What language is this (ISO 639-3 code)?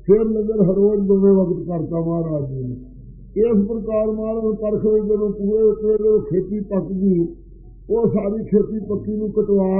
pan